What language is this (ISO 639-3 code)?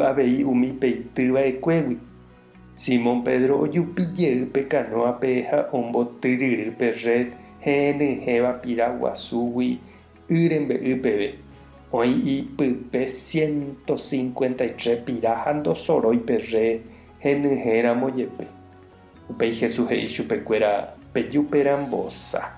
grn